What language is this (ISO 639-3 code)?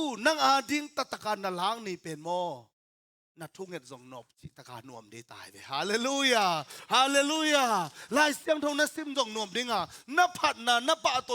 ctd